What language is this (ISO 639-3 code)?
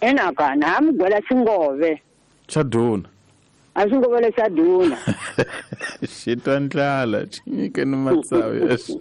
tso